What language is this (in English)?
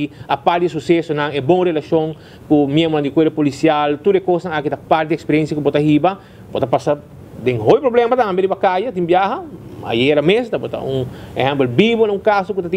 Papiamento